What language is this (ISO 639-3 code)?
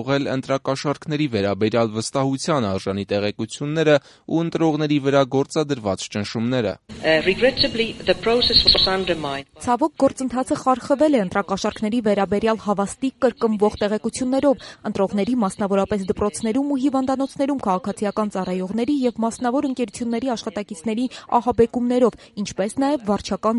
hye